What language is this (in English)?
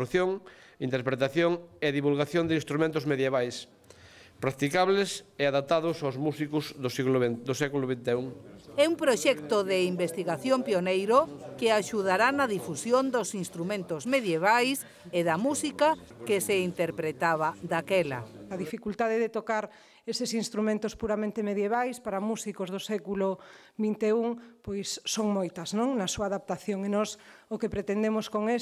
Galician